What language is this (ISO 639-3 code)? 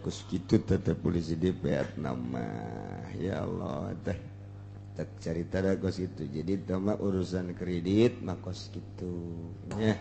sun